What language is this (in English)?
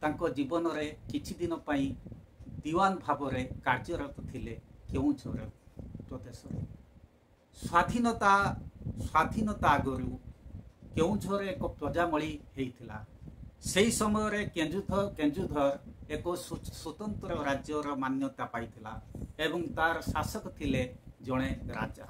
Odia